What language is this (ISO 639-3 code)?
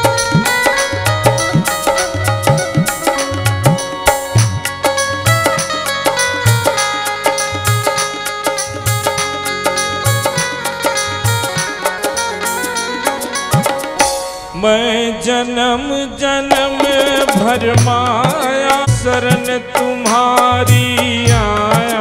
hin